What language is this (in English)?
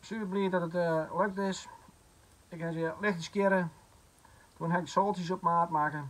Western Frisian